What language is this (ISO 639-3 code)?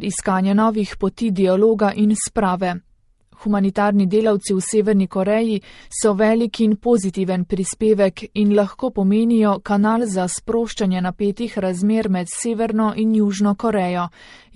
slv